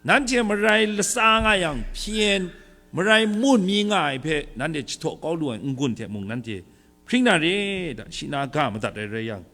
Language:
Kachin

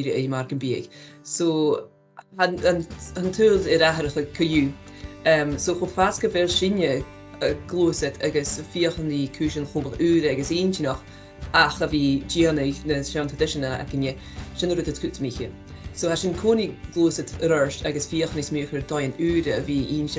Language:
Scottish Gaelic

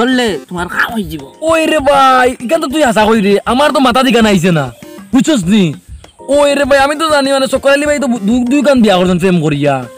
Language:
Sylheti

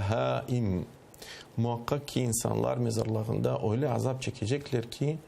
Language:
Crimean Tatar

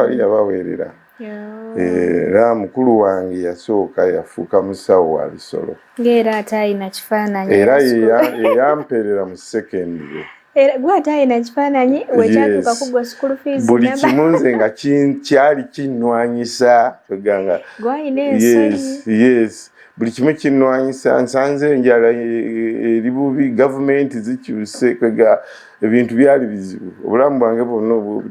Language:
Ganda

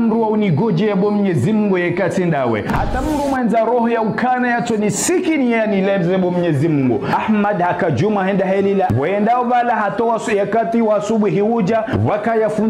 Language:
Ngazidja Comorian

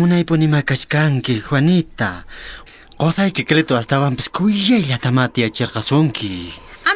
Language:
South Bolivian Quechua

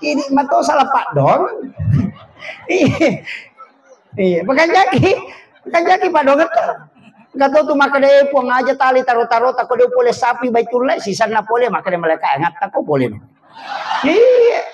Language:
Buginese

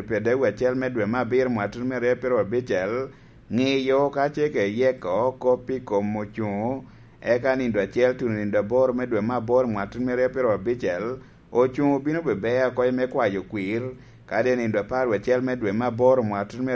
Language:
Lango (Uganda)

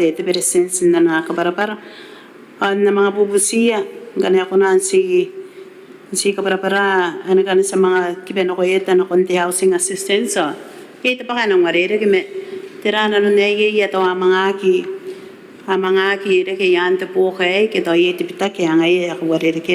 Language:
Gilbertese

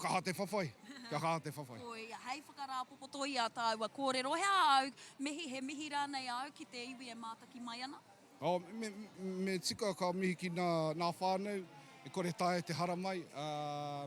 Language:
Māori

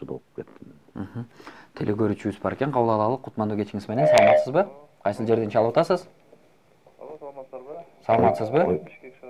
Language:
Kyrgyz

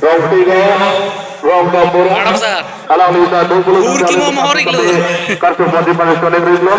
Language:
Karbi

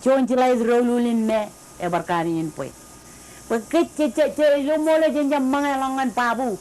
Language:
Marshallese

